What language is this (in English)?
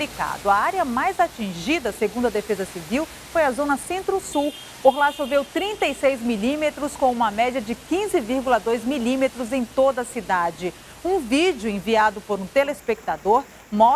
Portuguese